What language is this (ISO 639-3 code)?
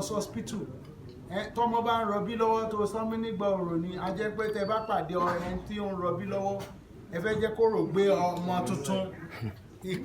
yor